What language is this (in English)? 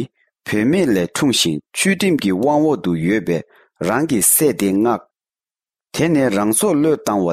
Tibetan